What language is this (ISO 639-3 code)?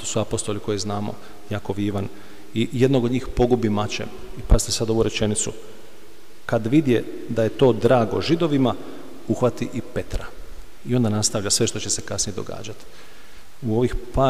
hrv